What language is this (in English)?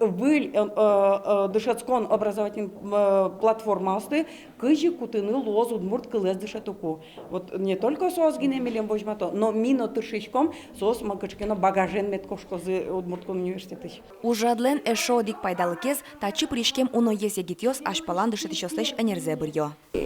Udmurt